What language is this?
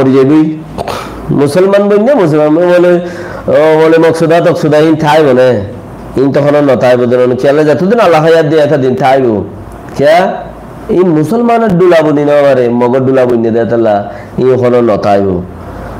Rohingya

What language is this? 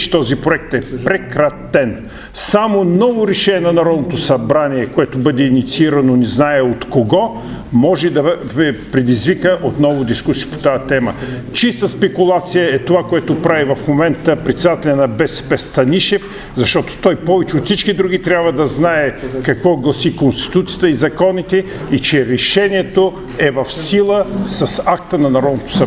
Bulgarian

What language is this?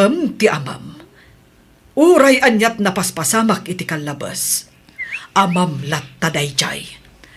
Iloko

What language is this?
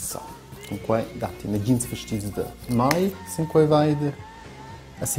Romansh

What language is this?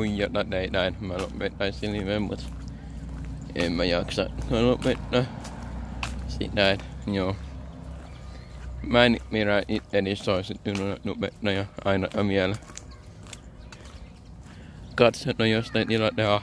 Finnish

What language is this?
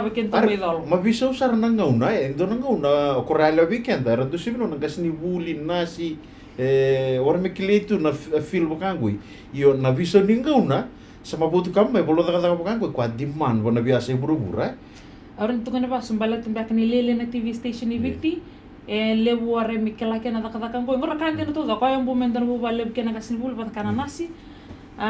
Fijian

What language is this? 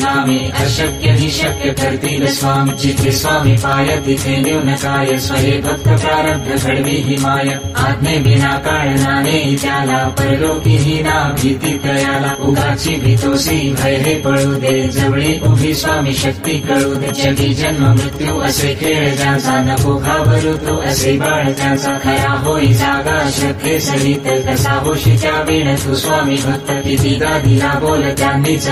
Marathi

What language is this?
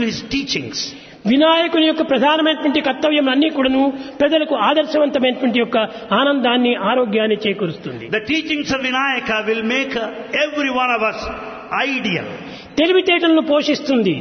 Telugu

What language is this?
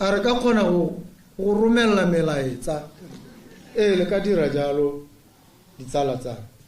Tswana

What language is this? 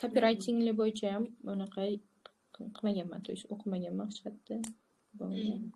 Uzbek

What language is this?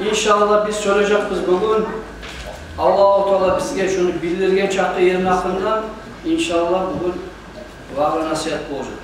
Kumyk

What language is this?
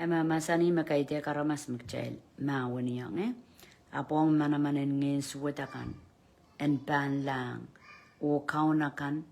Pohnpeian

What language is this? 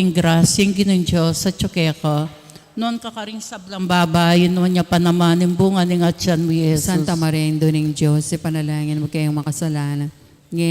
Pampanga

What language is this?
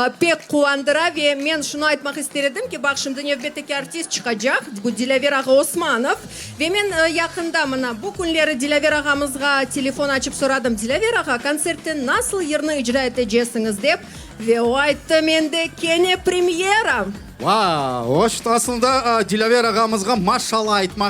Crimean Tatar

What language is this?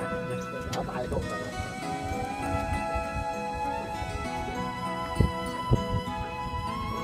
Vietnamese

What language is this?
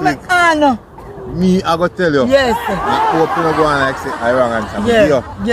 Jamaican Creole English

